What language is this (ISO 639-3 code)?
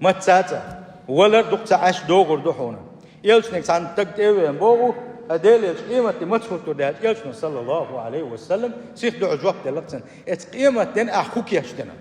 che